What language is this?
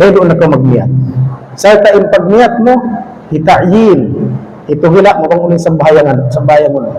Tausug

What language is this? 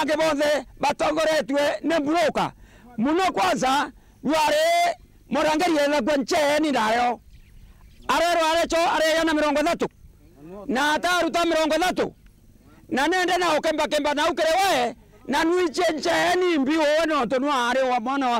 Meru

